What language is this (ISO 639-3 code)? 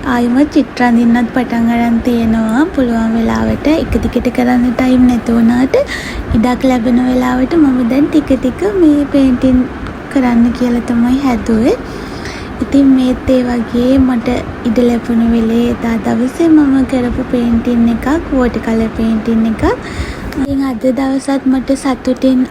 sin